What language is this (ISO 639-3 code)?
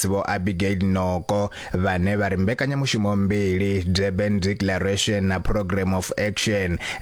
ven